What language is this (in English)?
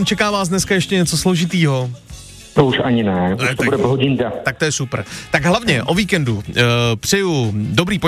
Czech